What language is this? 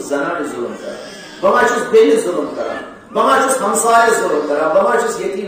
Kashmiri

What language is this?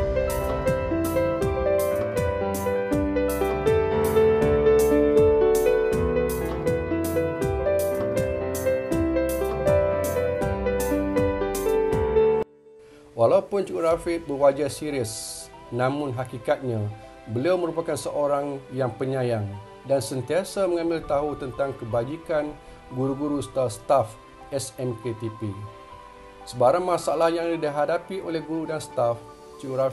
Malay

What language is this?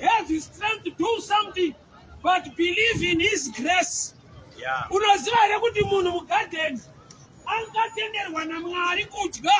Shona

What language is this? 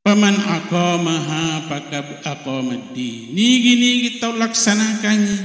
Buginese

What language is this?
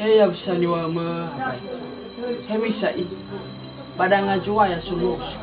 Nias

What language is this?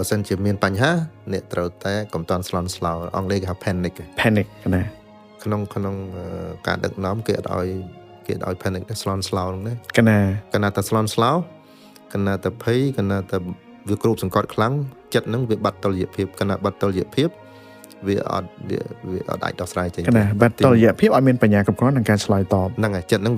Khmer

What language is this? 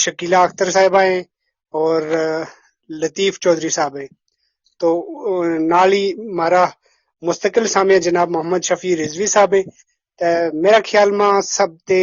Gujari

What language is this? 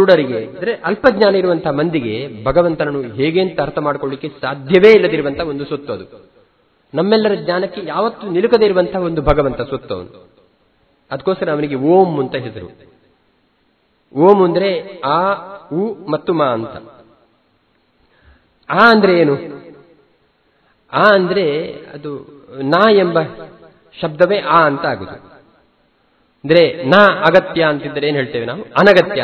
Kannada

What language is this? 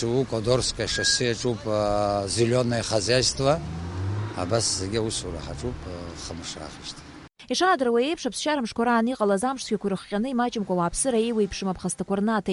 Abkhazian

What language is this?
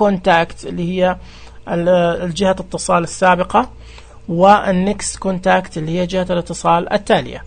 Najdi Arabic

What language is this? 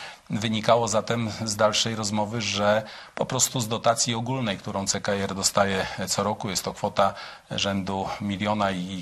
Polish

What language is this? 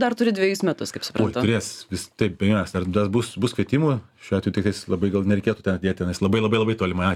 Lithuanian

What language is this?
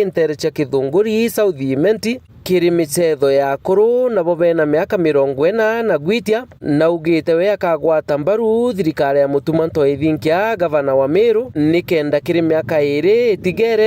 Meru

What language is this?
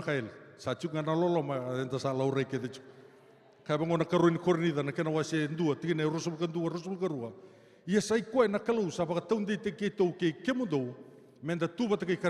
Fijian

